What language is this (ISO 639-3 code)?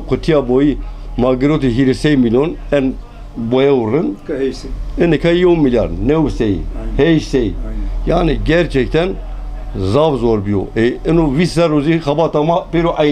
zza